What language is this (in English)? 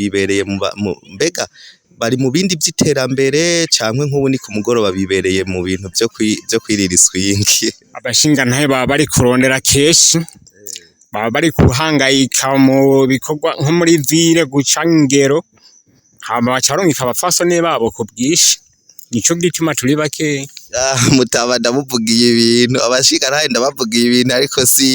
Rundi